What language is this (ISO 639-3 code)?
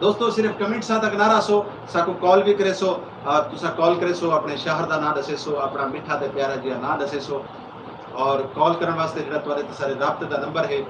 skr